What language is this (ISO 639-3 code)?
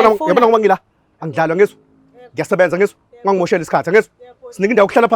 zul